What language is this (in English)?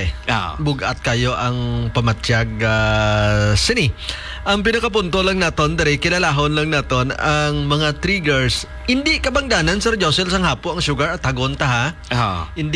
Hiligaynon